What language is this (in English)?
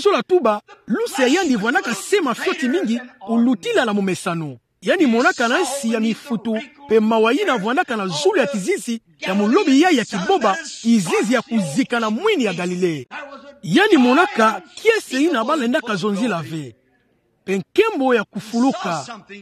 Kituba (Democratic Republic of Congo)